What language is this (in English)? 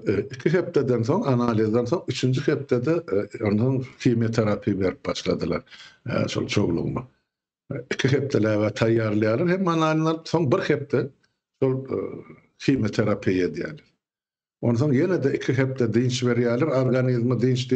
Turkmen